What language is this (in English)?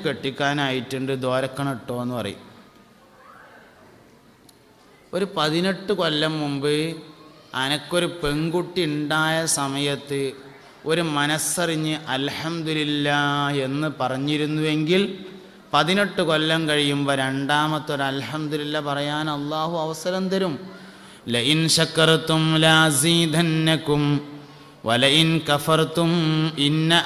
Malayalam